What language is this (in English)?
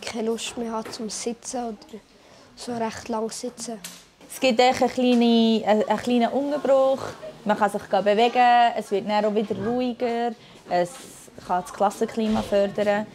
Swiss German